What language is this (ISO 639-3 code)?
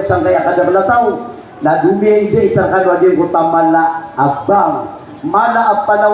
mrw